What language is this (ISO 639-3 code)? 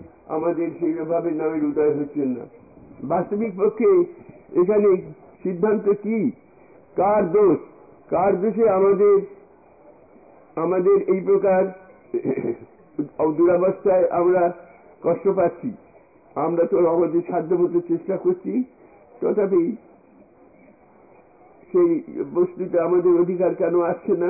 ben